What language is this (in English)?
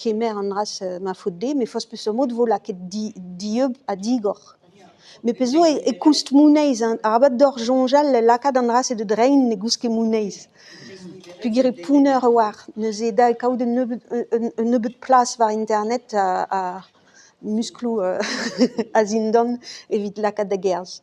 Breton